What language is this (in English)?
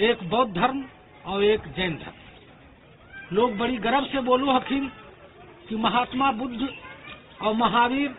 Magahi